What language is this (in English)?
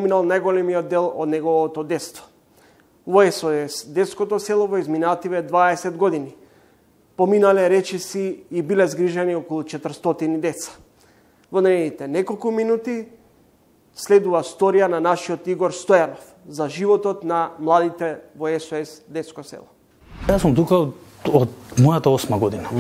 Macedonian